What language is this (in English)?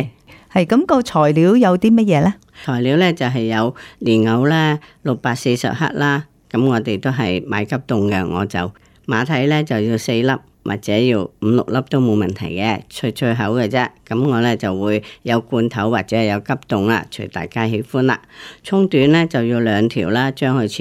Cantonese